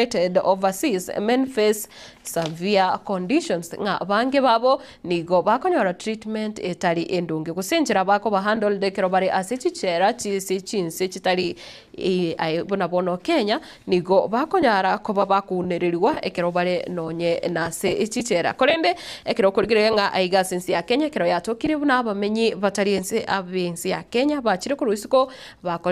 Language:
Gusii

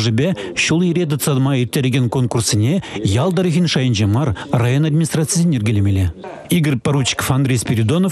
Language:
Chuvash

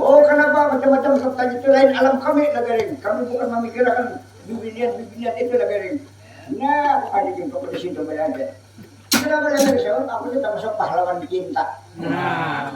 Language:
Banjar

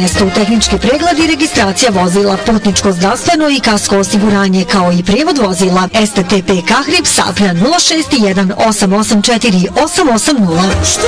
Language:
Bosnian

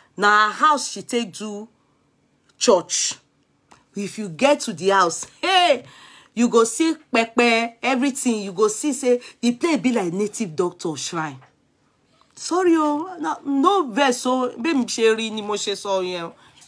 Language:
Nigerian Pidgin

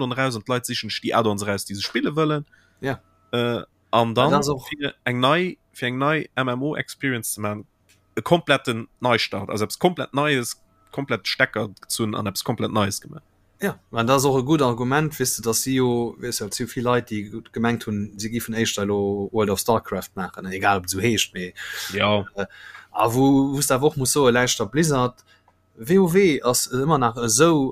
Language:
Luxembourgish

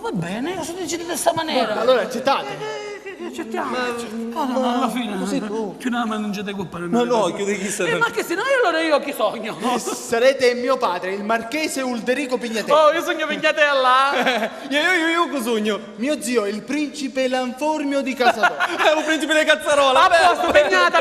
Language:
Sicilian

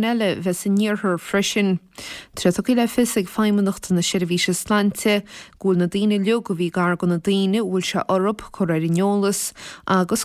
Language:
Irish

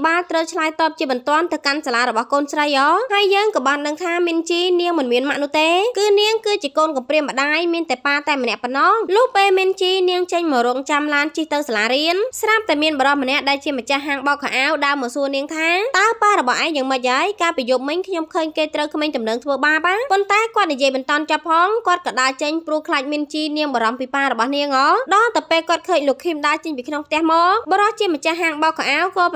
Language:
Khmer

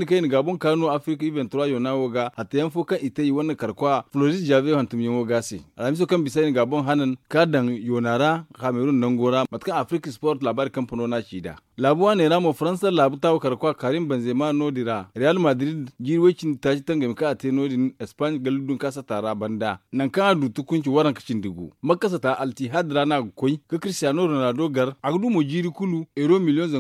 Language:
Zarma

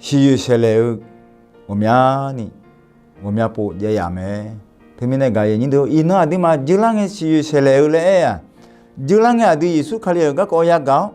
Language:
Akha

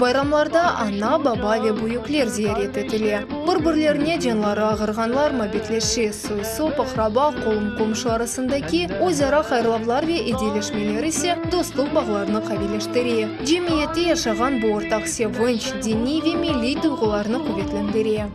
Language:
Crimean Tatar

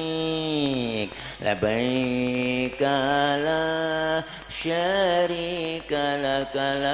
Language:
Betawi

